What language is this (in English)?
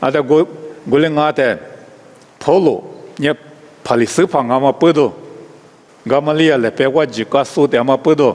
Lisu